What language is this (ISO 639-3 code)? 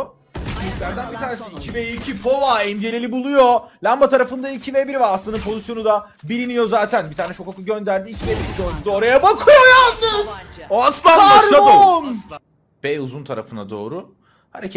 tur